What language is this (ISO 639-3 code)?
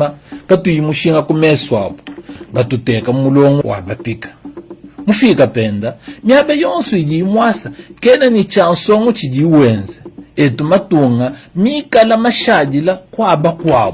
lua